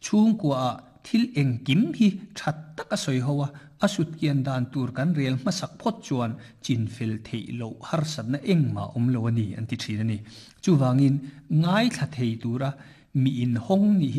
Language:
Mizo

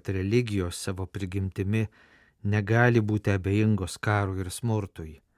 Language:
Lithuanian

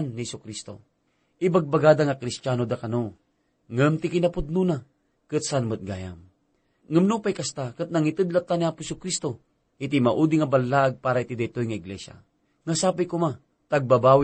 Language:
Iloko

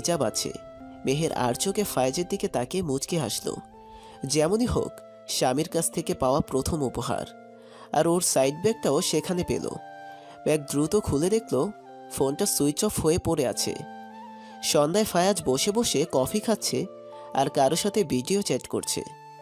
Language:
Bangla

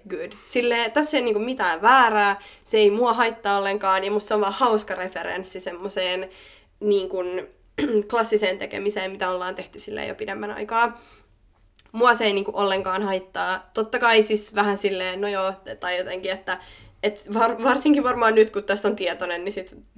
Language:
Finnish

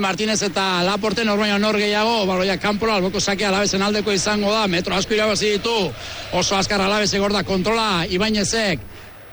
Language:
Basque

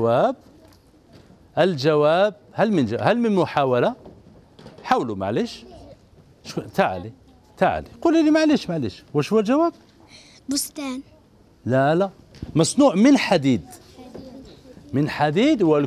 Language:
Algerian Arabic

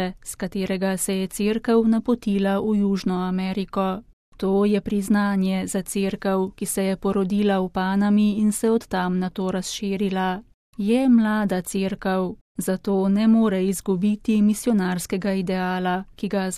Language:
Slovenian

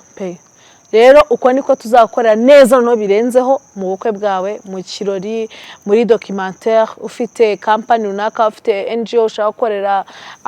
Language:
Kinyarwanda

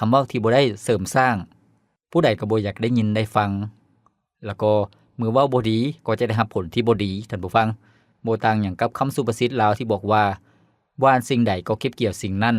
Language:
Lao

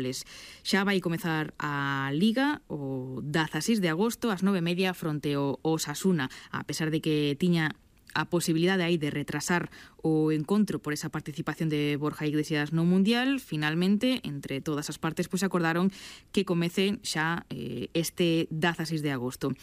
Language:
Galician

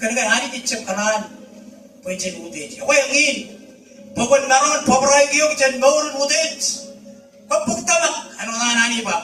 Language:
Marshallese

